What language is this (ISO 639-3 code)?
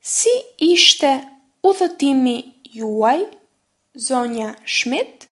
sqi